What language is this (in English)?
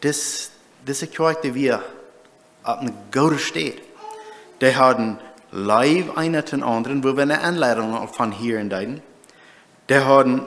Plautdietsch